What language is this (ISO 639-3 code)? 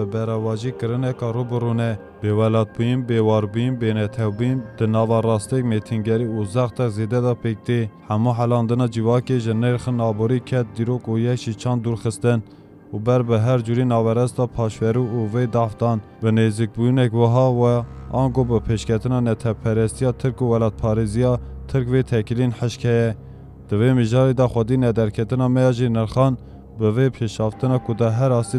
kur